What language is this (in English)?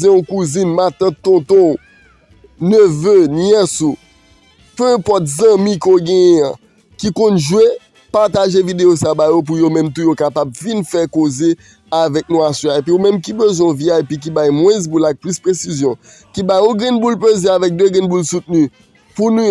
Haitian Creole